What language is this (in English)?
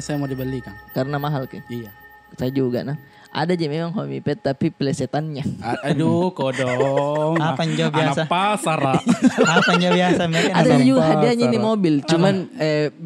Makassar Malay